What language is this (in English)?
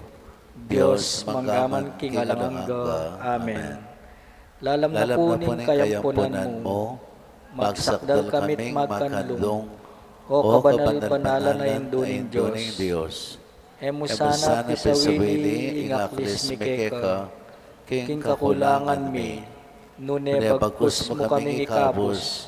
Pampanga